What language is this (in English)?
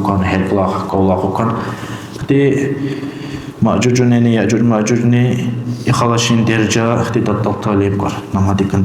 Dargwa